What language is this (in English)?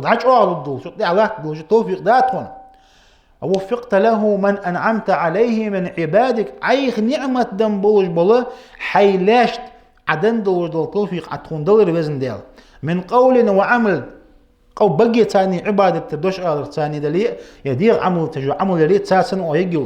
Ingush